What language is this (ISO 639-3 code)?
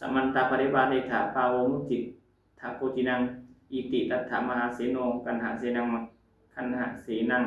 pli